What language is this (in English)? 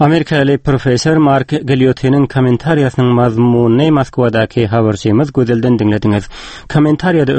Turkmen